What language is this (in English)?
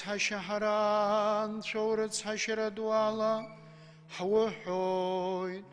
Abkhazian